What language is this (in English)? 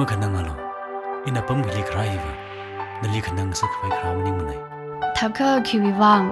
Tangkhul Naga (India)